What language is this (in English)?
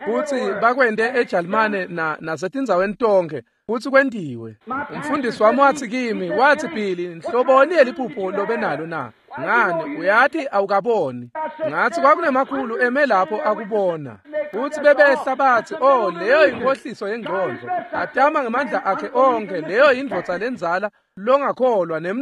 Swati